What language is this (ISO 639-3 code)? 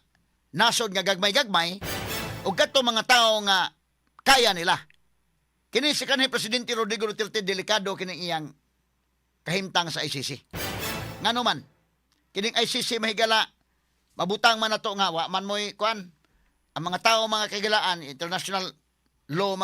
ceb